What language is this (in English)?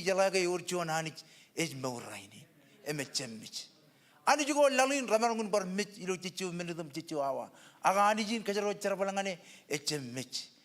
Marshallese